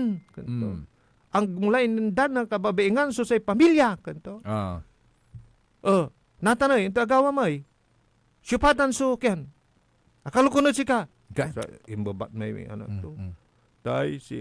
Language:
Pangasinan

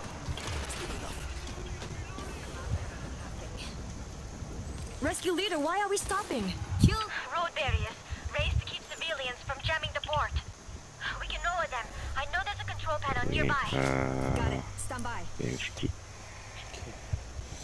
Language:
English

